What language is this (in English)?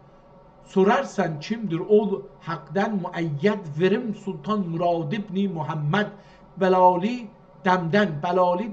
South Azerbaijani